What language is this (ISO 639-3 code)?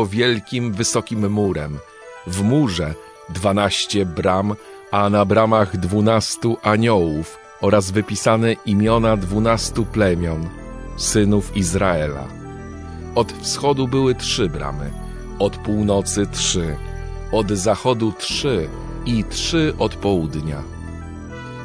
pol